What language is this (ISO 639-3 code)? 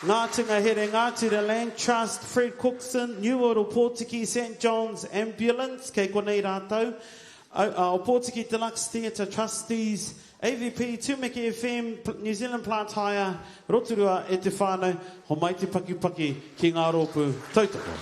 mri